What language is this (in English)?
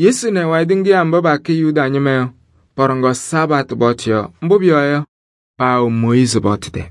Kabiyè